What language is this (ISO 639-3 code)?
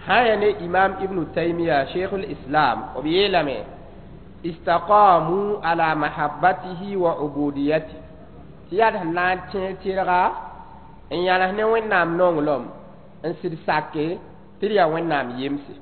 mos